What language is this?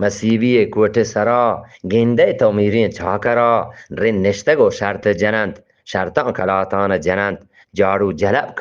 Eastern Balochi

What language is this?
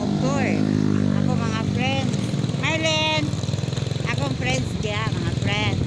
Cebuano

